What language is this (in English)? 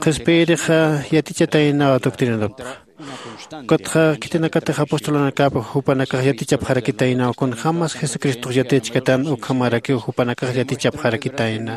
Aymara